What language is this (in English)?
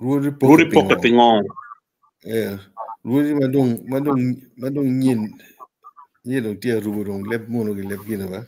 Acoli